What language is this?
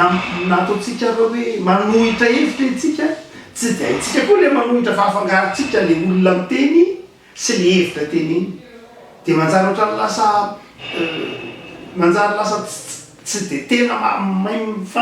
Malagasy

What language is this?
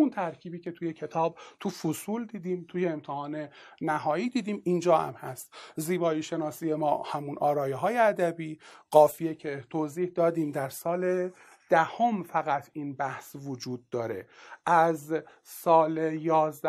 Persian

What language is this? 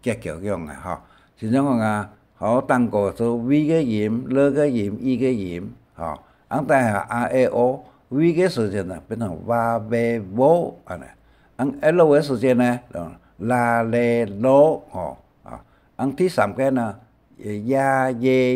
Hakka Chinese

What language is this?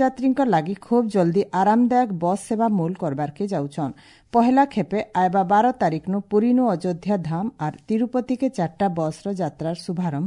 Odia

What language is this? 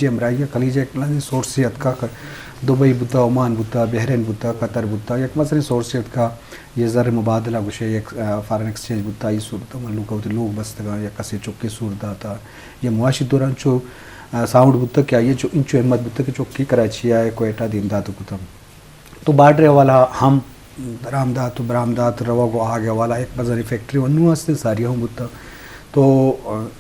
Eastern Balochi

